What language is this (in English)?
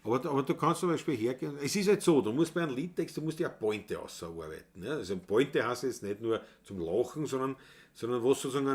Bavarian